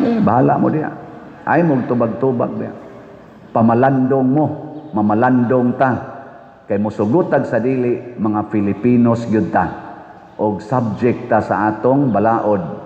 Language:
Cebuano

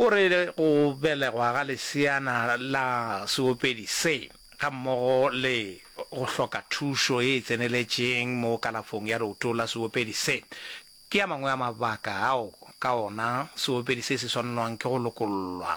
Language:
Northern Sotho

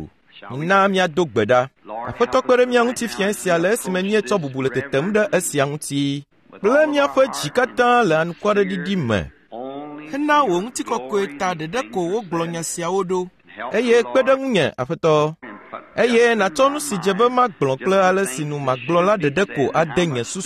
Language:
Ewe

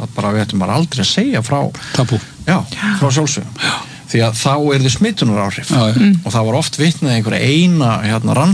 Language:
Icelandic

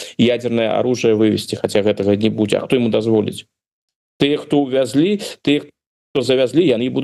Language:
Belarusian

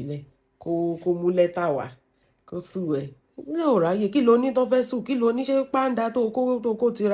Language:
Yoruba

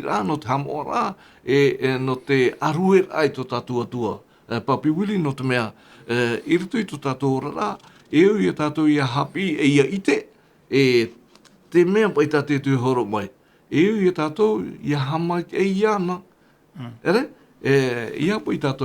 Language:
Tahitian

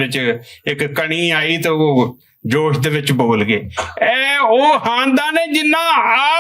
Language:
Western Panjabi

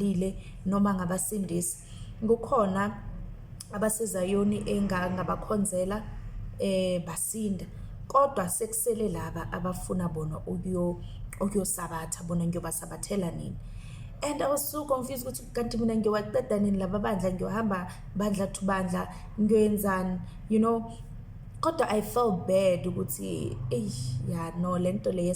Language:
Zulu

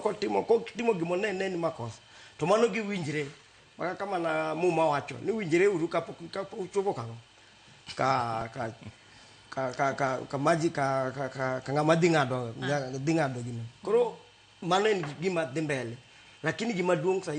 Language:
Luo (Kenya and Tanzania)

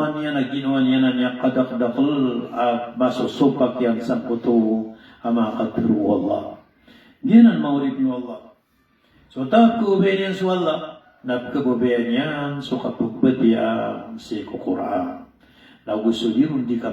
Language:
Maranao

